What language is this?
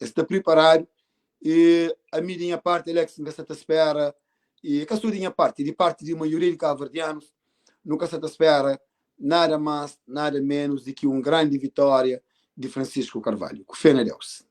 Kabuverdianu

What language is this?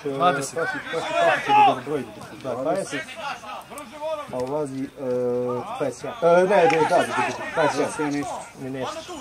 Serbian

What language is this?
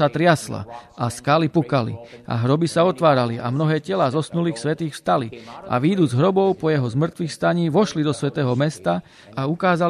Slovak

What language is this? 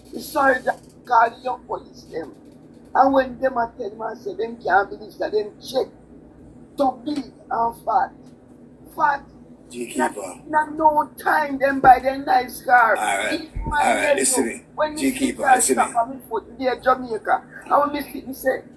Jamaican Creole English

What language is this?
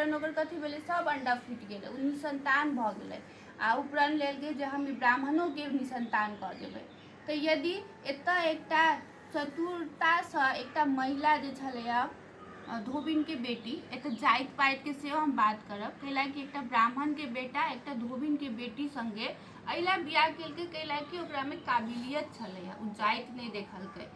Maithili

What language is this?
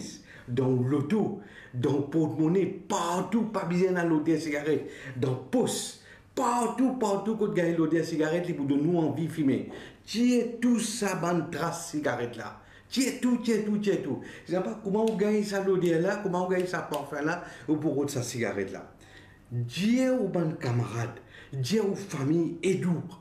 Morisyen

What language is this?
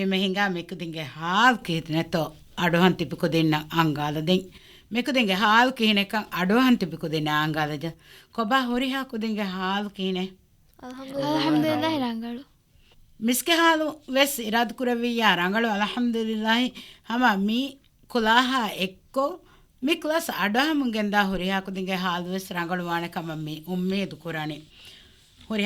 Divehi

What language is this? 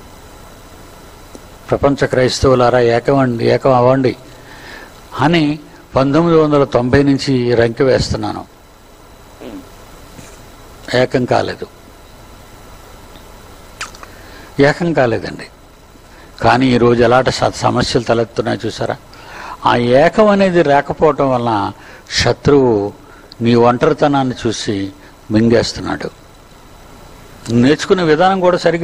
Telugu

